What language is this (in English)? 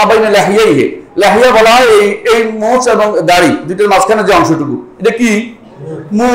Bangla